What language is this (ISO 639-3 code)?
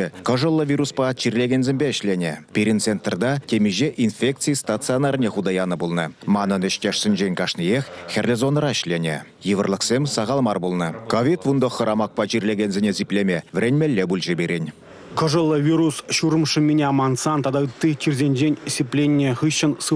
chv